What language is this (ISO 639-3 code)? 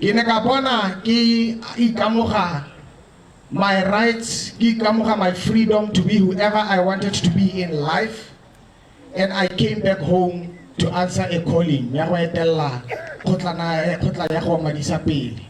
tsn